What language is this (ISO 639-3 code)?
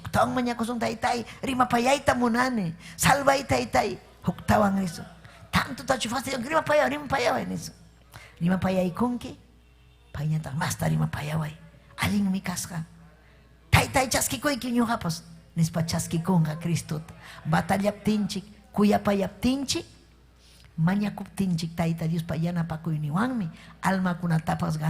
quy